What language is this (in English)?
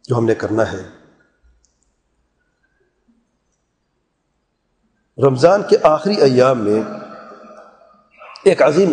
Urdu